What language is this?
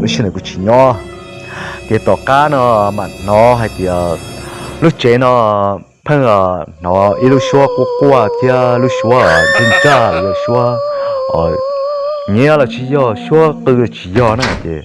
Hmong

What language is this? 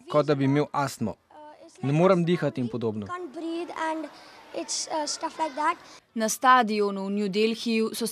Slovenian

